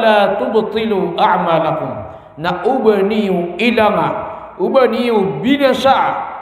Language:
Maranao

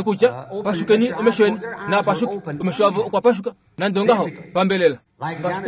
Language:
Kuanyama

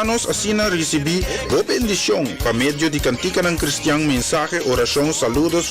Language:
Papiamento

